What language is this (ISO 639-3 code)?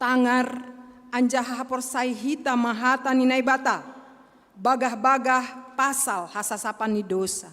bts